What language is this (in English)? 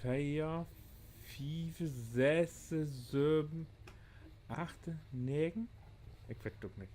Low German